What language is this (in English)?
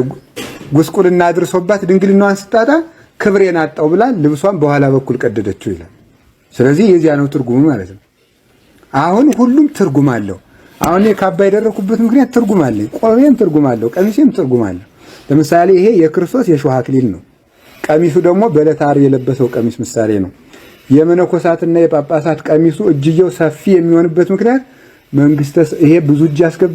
Amharic